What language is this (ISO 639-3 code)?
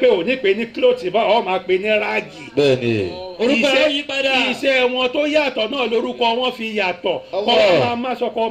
yor